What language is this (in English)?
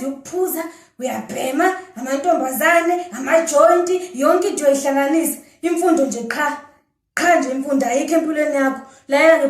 Zulu